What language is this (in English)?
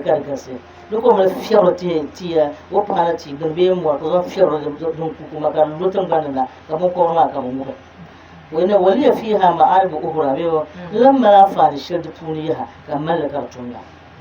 Dagbani